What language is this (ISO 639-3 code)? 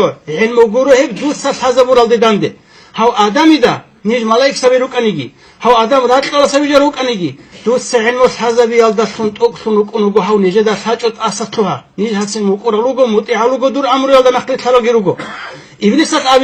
ava